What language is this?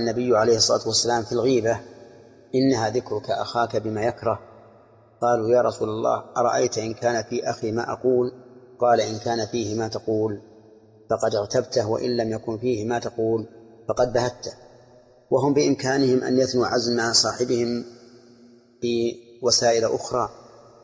Arabic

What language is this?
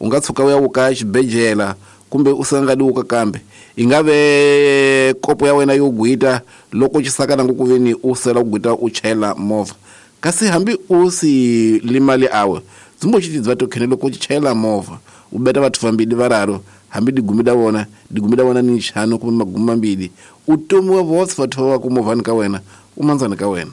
Tsonga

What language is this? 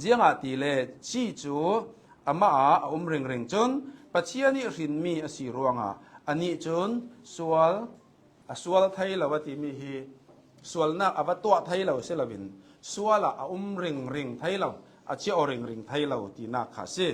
Hakha Chin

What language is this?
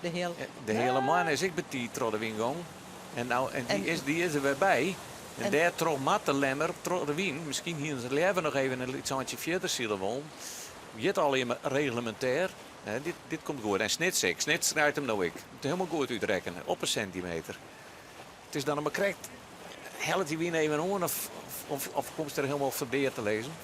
Western Frisian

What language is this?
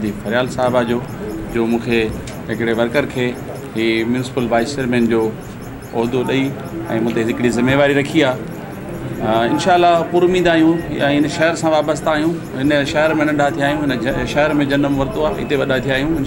Sindhi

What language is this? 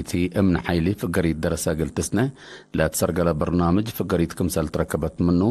Tigre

